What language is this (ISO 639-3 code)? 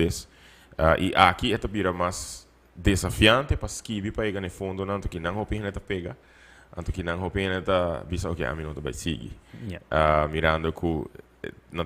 pap